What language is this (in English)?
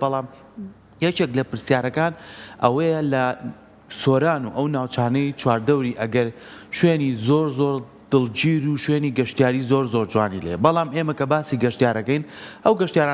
Central Kurdish